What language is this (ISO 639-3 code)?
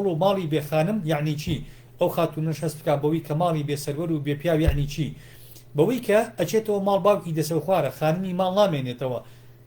ckb